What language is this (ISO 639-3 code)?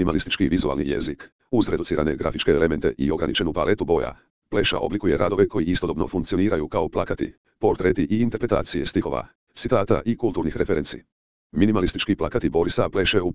hrv